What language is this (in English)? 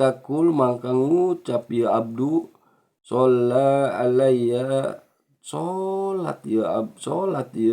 Sundanese